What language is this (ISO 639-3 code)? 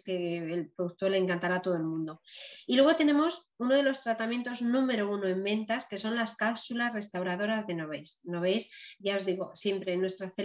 spa